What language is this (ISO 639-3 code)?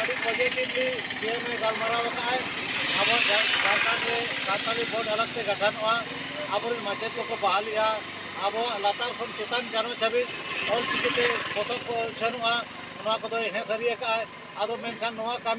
sat